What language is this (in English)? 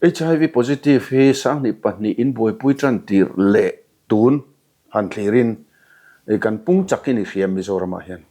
Mizo